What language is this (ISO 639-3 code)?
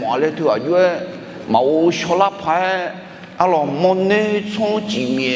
ahk